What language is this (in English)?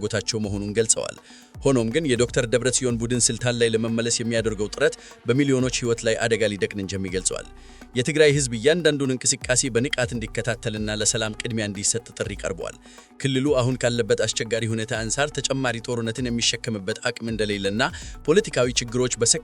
Amharic